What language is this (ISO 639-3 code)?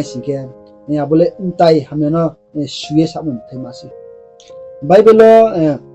ria